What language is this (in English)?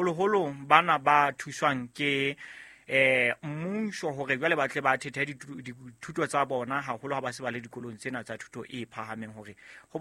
Southern Sotho